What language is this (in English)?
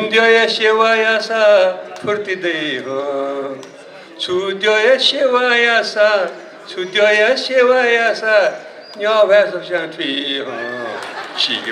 Newari